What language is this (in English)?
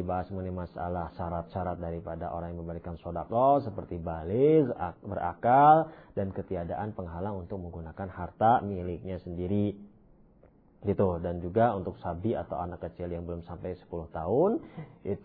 Indonesian